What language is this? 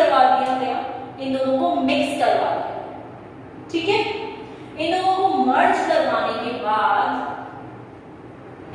Hindi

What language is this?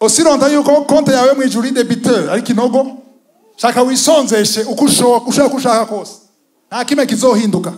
Rundi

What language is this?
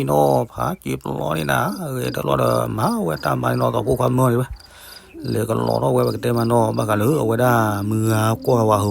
S'gaw Karen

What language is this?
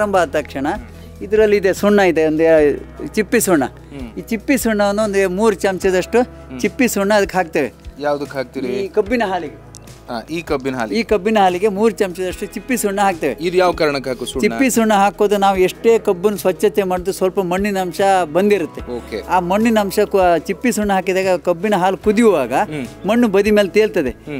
Kannada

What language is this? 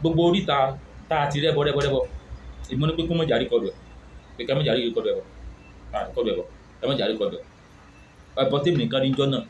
Yoruba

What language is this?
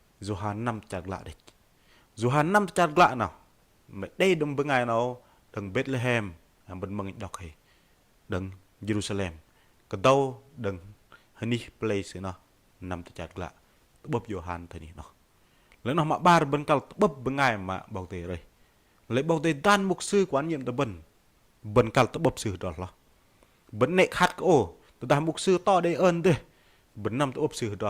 Bahnar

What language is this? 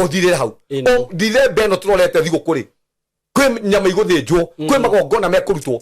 Kikuyu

